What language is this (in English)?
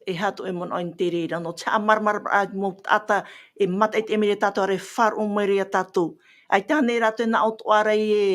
Tahitian